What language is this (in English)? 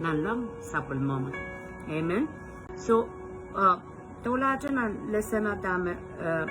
Pohnpeian